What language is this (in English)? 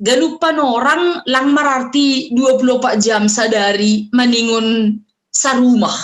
Batak Simalungun